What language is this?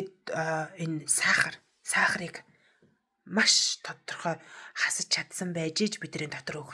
Mongolian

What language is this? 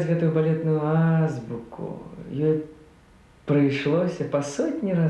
Belarusian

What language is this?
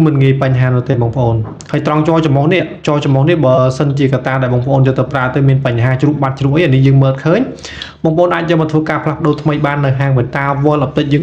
Khmer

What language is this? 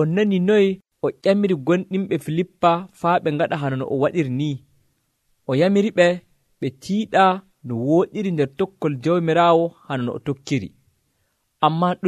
Nigerian Fulfulde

